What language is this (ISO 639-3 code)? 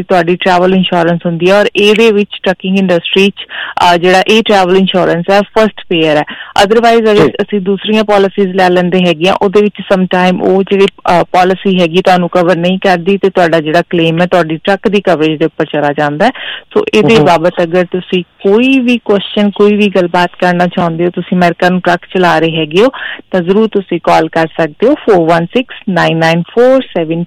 pan